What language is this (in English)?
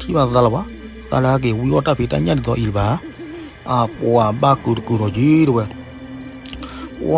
S'gaw Karen